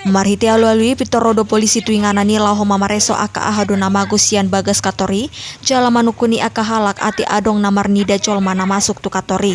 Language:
Batak Toba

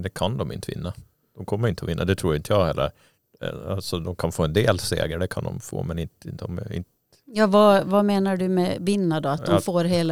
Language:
Swedish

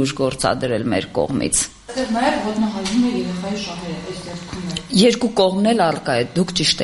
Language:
Armenian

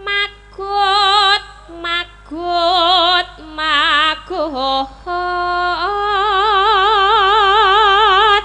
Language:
Javanese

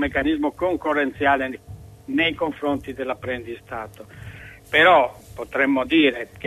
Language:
Italian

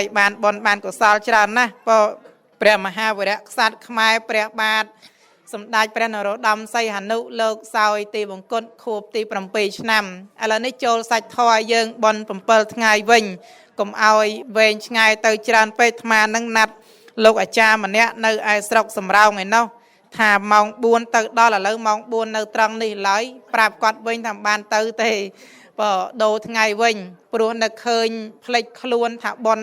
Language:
Khmer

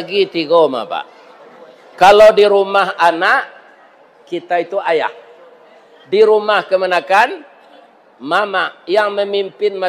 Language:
Minangkabau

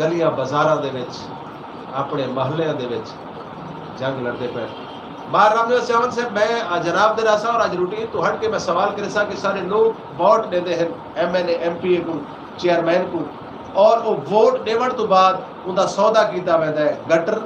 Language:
Saraiki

